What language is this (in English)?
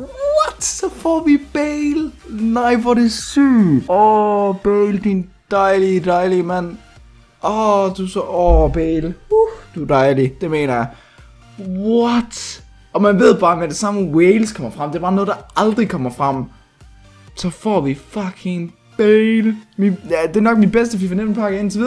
Danish